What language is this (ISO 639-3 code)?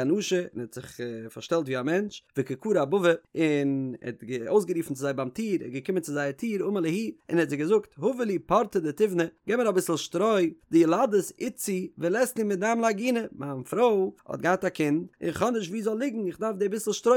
yid